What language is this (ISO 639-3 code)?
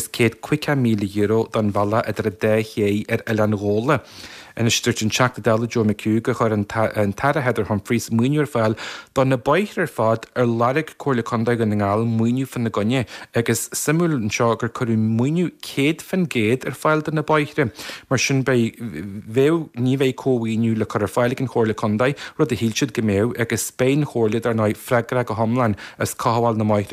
gle